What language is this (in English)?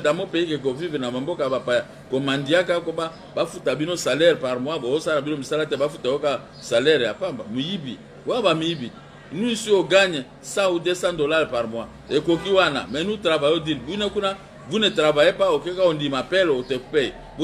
Lingala